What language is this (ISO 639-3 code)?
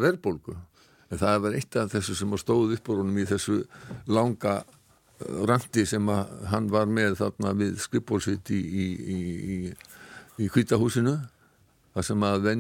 isl